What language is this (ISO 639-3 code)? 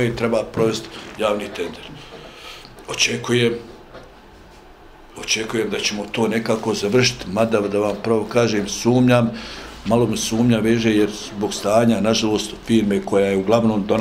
bos